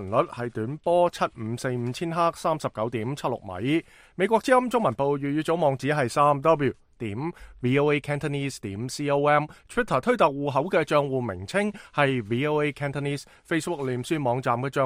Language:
Cantonese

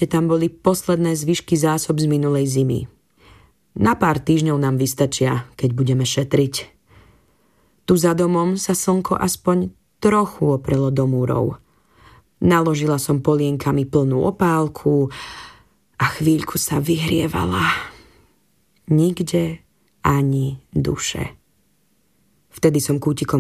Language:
Slovak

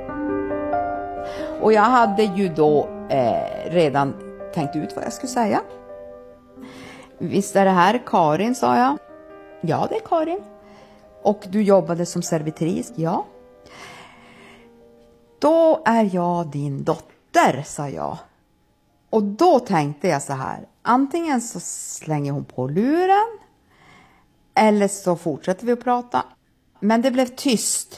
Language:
Swedish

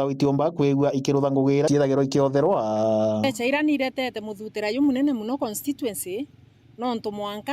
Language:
Meru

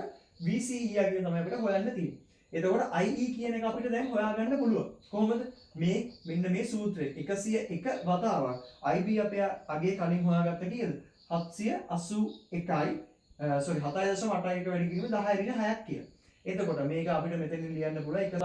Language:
Sinhala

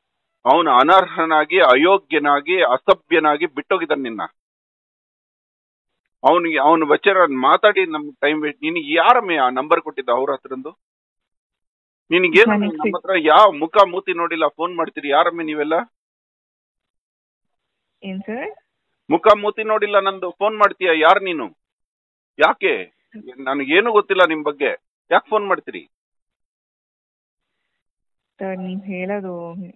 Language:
Kannada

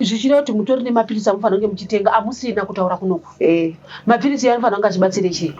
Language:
Shona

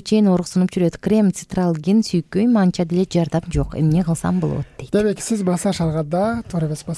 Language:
Kyrgyz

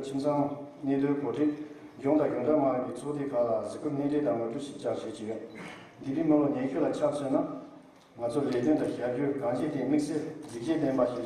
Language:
Tibetan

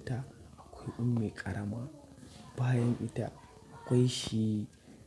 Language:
Hausa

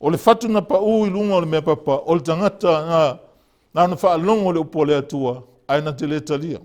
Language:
Samoan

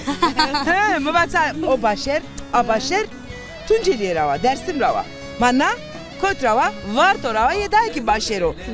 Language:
Zaza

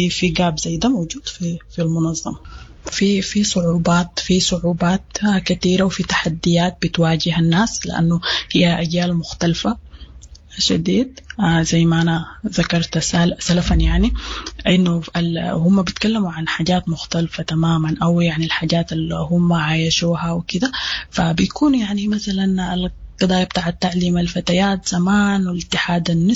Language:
Sudanese Arabic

